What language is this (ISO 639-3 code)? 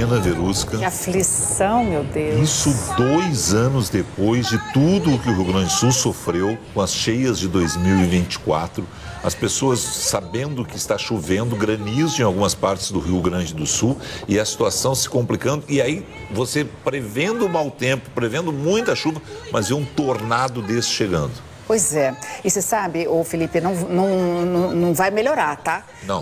por